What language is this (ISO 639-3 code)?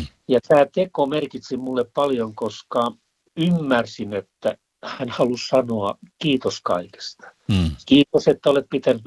fin